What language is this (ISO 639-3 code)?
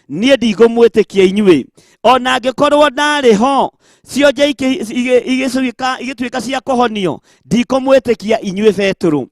kik